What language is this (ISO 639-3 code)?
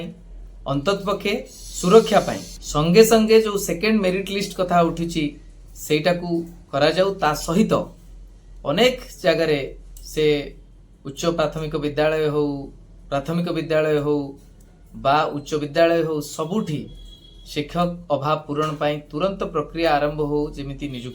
ori